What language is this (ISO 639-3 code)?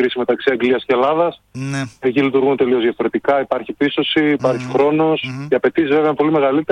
ell